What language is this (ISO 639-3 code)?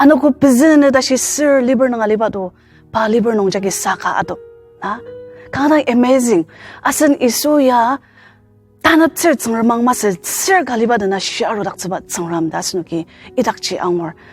njo